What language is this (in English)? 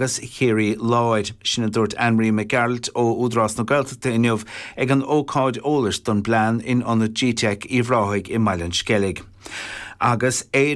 Irish